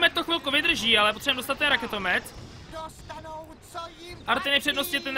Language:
Czech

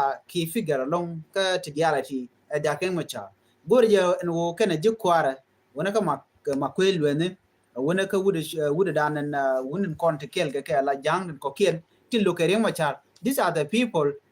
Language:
Nuer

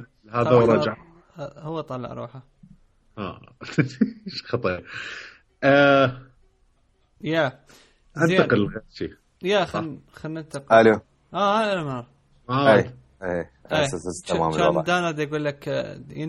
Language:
Mesopotamian Arabic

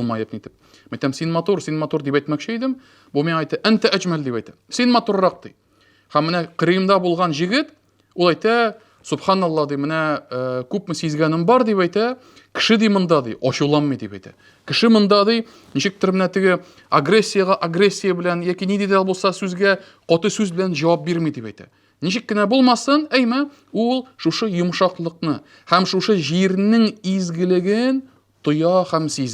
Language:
Tatar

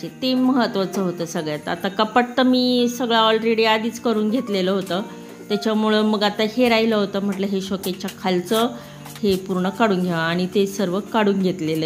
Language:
Marathi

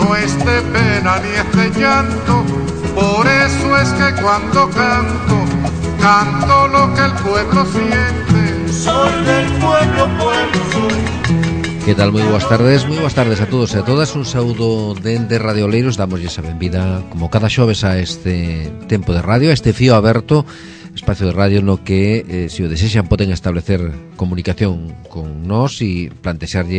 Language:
Galician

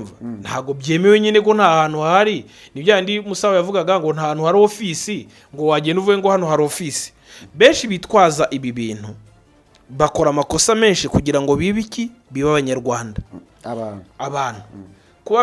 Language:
Kinyarwanda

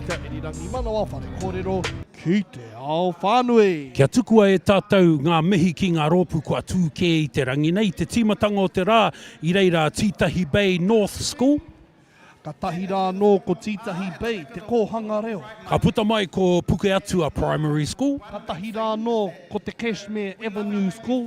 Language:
Māori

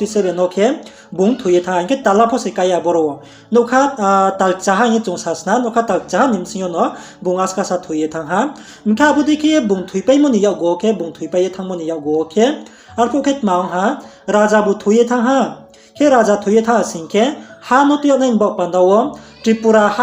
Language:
Riang (India)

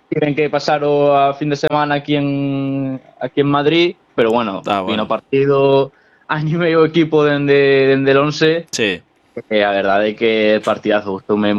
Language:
Galician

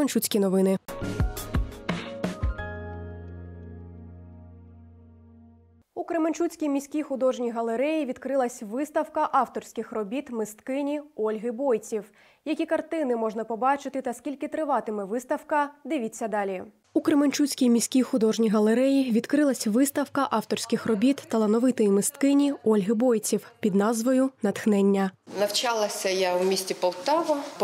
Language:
Ukrainian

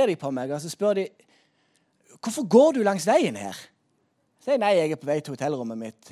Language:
Norwegian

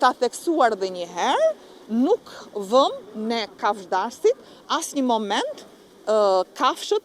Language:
Albanian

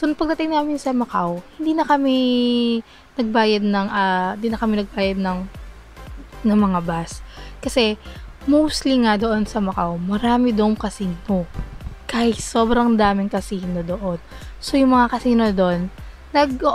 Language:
Filipino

